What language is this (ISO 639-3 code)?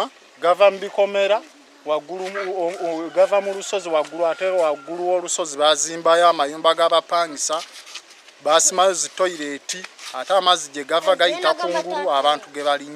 lug